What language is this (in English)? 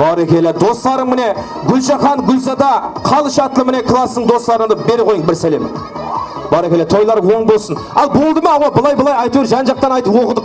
Kara-Kalpak